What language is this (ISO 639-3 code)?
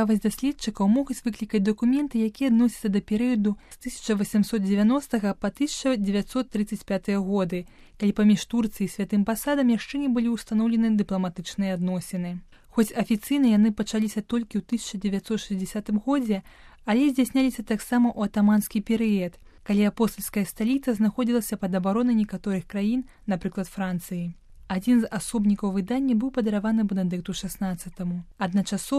bel